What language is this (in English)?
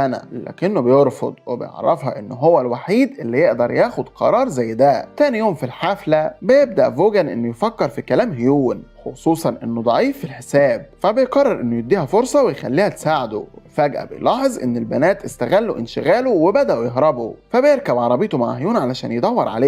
Egyptian Arabic